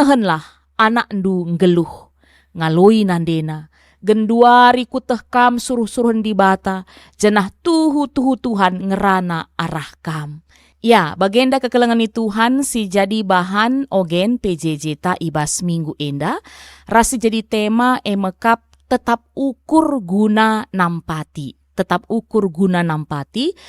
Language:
Batak Karo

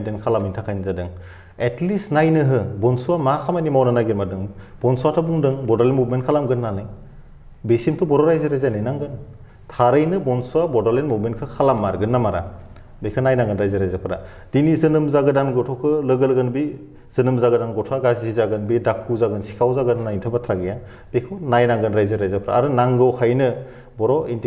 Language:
Bodo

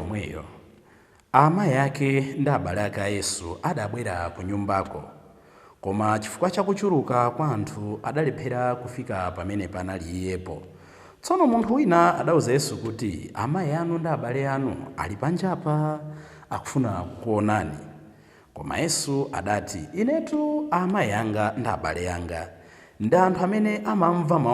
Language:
Nyanja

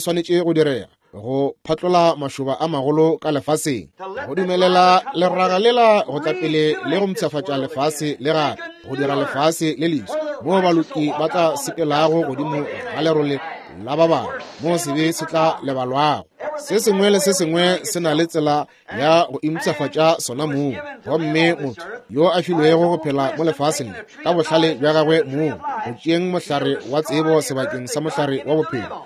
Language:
Northern Sotho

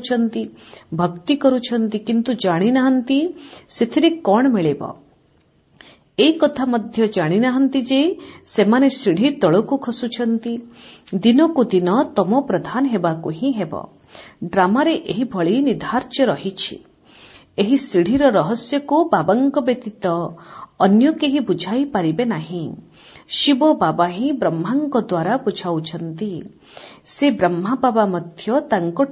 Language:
Odia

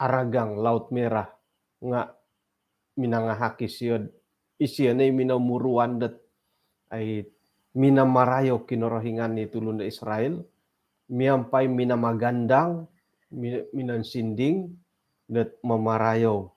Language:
Central Dusun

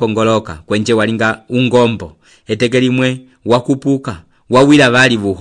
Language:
Umbundu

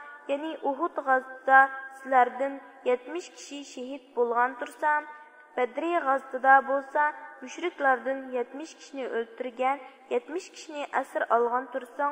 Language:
Uyghur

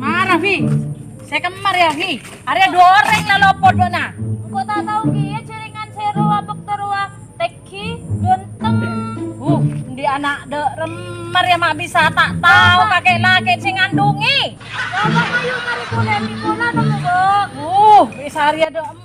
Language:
Madurese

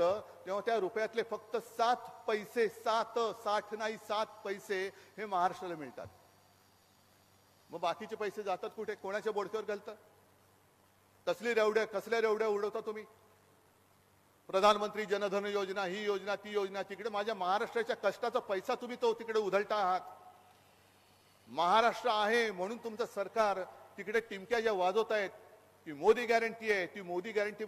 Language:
Marathi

